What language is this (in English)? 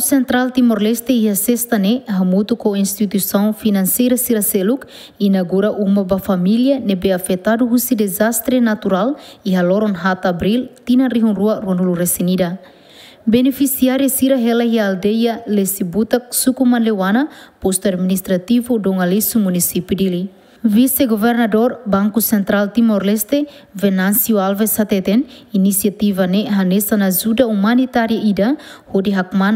Tetum